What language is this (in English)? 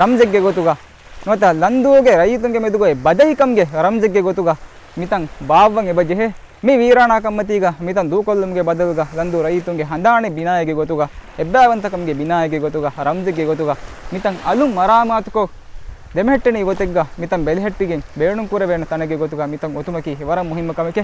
Divehi